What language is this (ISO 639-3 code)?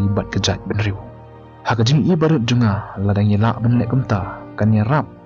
kha